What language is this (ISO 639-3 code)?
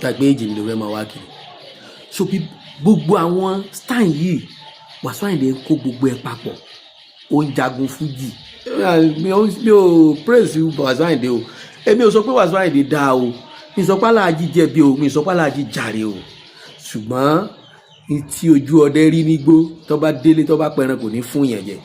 yor